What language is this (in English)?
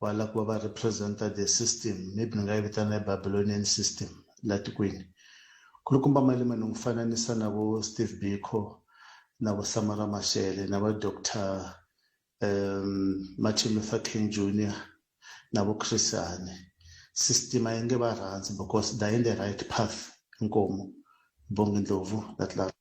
Tsonga